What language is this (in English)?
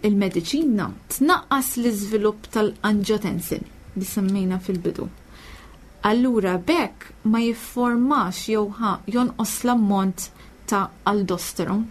Maltese